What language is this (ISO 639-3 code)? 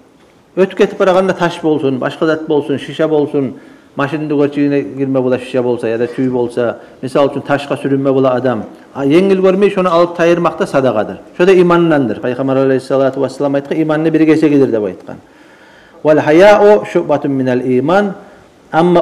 kum